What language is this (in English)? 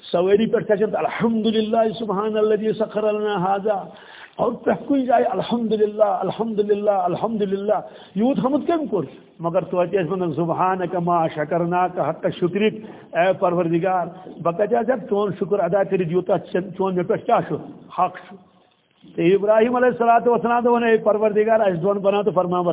Kashmiri